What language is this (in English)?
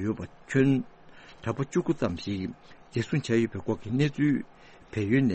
Tibetan